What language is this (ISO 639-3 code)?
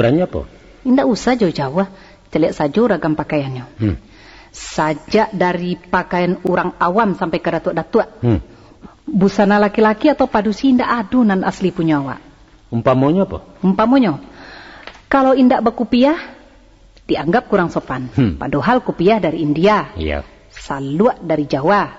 min